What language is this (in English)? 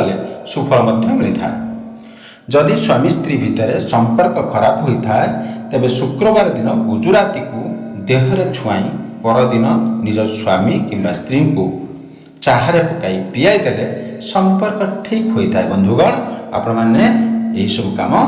Odia